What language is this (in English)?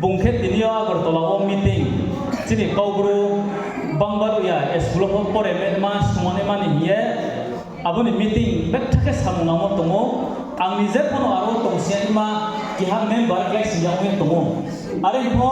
Riang (India)